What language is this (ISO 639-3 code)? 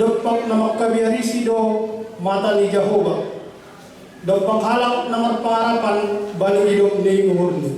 bts